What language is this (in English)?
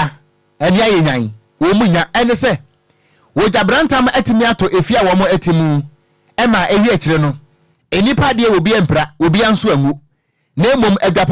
Akan